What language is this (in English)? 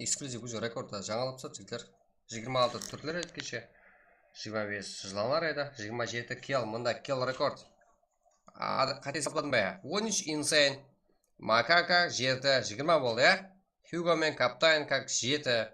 Kara-Kalpak